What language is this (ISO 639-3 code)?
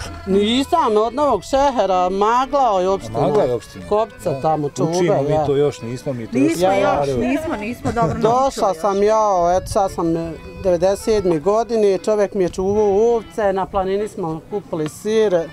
bos